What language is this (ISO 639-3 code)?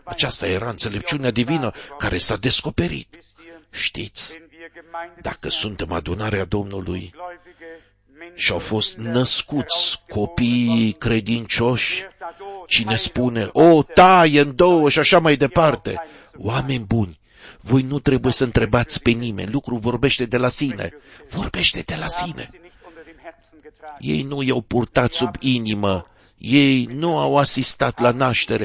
ron